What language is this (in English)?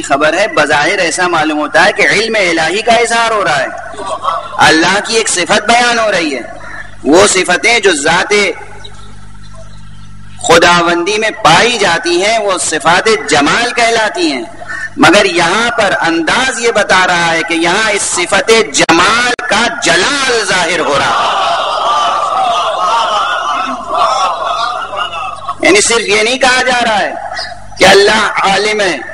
Urdu